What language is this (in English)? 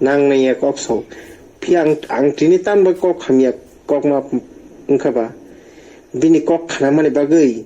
Kok Borok